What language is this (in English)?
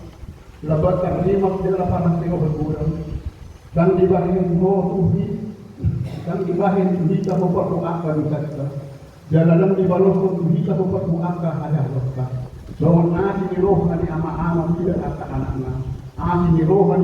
Batak Toba